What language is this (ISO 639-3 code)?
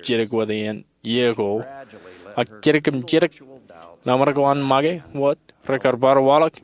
mah